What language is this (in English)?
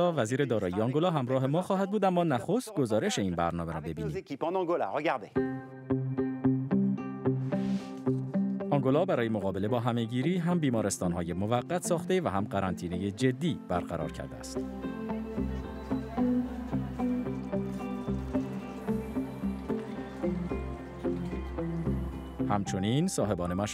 Persian